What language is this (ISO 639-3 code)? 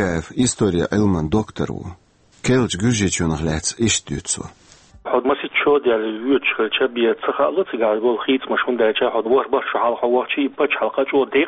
che